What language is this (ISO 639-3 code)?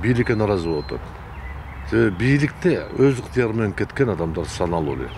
kir